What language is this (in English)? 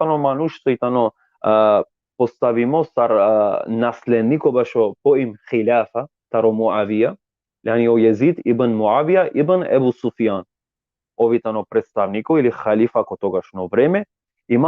Balkan Romani